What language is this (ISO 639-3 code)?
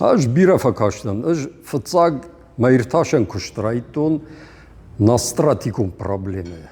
oss